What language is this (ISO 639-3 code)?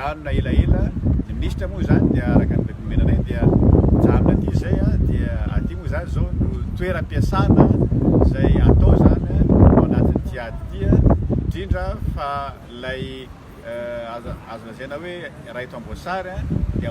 mlg